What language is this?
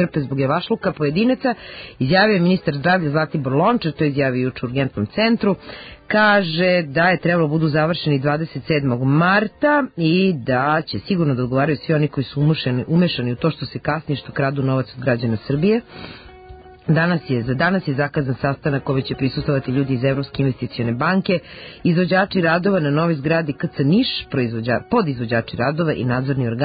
Serbian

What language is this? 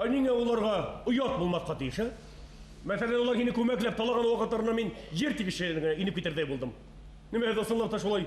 Bashkir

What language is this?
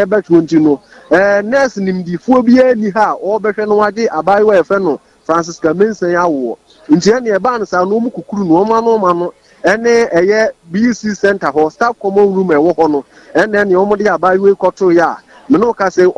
Akan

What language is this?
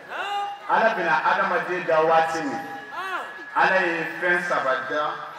Bambara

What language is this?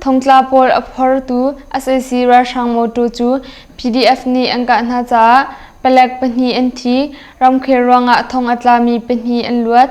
Hakha Chin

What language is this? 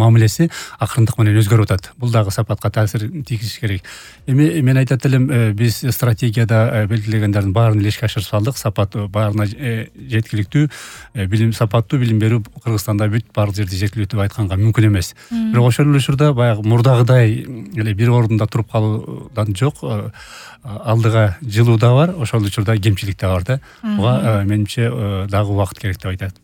Kyrgyz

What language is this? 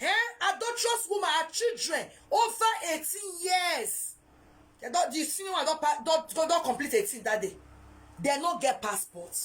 Nigerian Pidgin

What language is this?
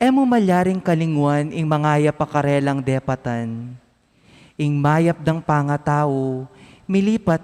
Pampanga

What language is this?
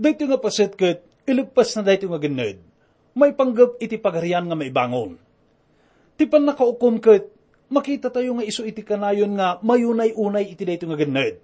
Iloko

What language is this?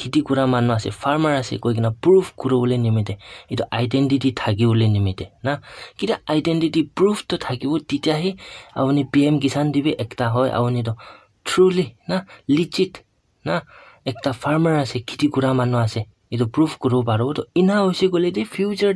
Naga Pidgin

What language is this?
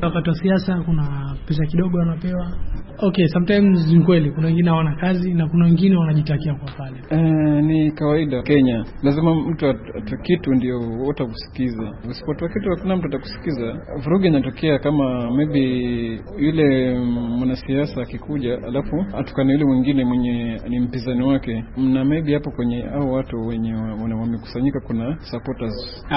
Swahili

